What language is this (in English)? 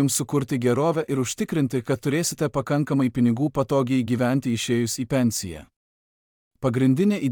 Lithuanian